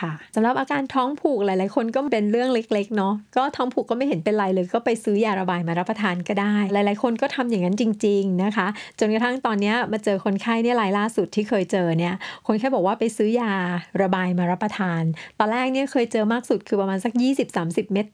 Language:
Thai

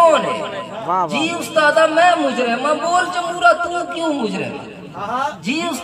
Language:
Saraiki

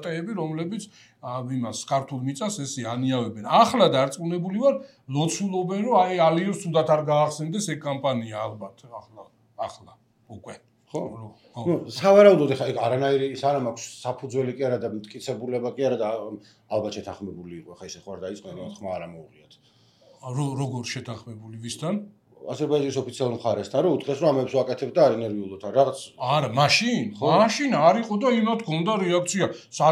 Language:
Georgian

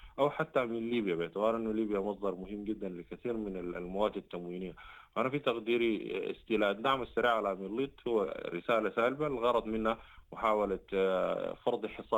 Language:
Sudanese Arabic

